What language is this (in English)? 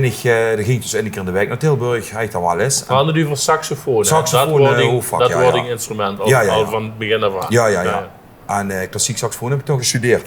Limburgish